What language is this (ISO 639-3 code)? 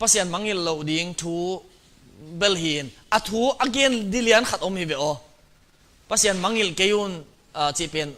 ctd